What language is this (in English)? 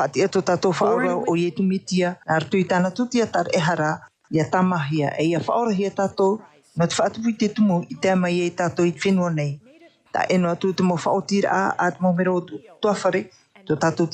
Tahitian